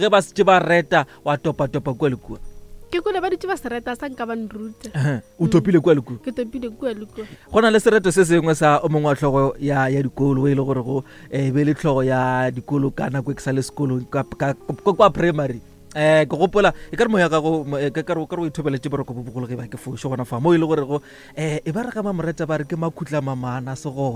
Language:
Northern Sotho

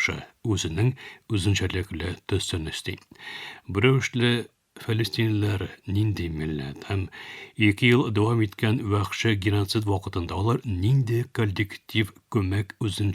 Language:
Tatar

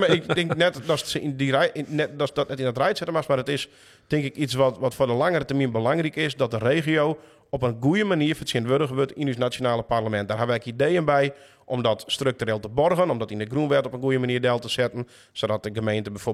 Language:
Western Frisian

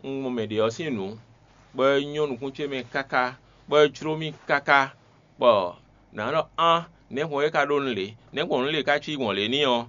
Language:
Fon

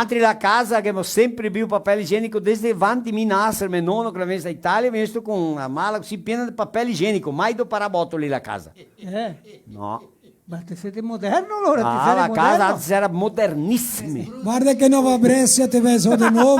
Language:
Venetian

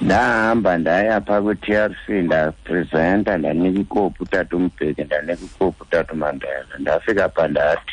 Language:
Xhosa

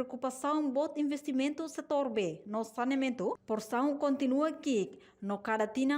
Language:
Tetum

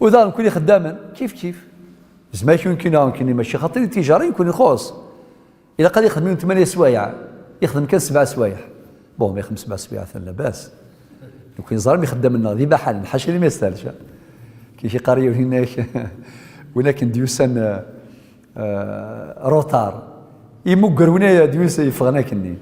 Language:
Kabyle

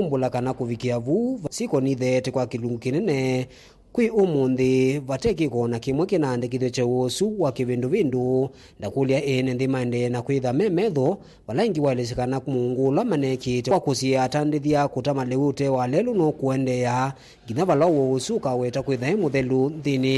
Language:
Kamba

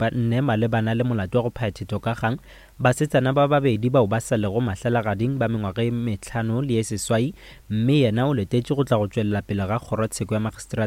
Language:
Northern Sotho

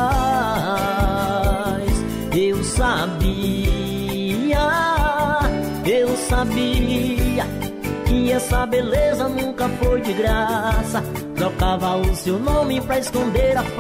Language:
Portuguese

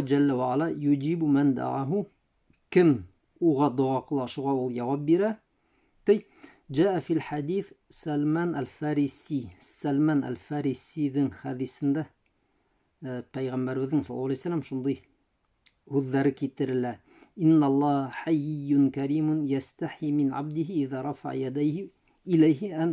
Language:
Bashkir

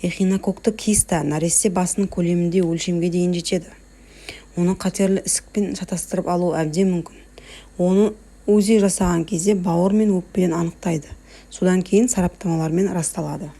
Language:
Kazakh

